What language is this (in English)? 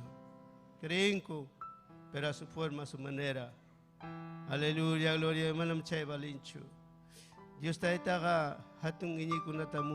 Ayacucho Quechua